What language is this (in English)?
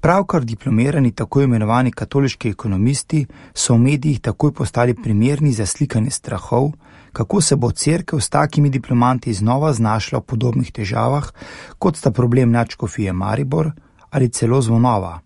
Slovenian